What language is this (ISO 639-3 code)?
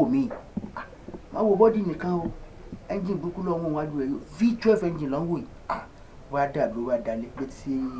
yor